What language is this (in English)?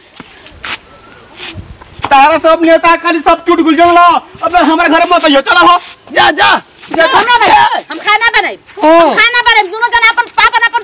Bhojpuri